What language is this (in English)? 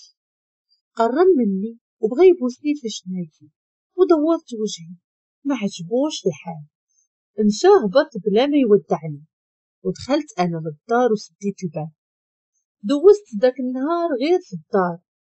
Moroccan Arabic